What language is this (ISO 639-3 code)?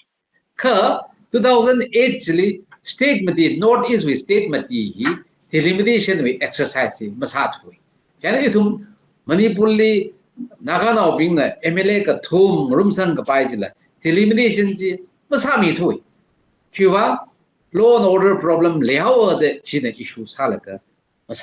nmf